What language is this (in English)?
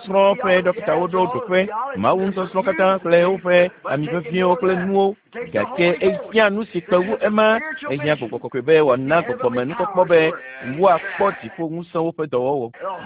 Ewe